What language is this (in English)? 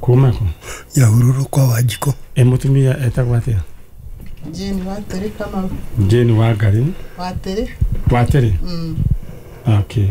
Kikuyu